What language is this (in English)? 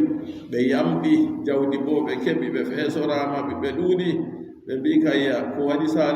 Adamawa Fulfulde